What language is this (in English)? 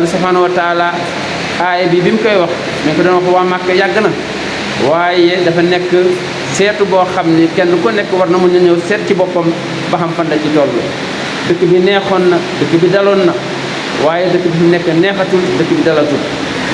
Wolof